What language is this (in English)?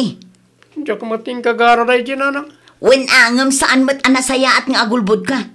Iloko